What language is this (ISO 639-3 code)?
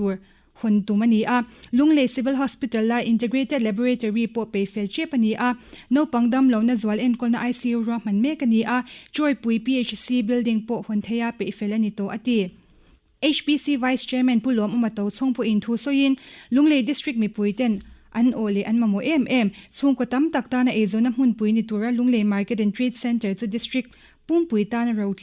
lus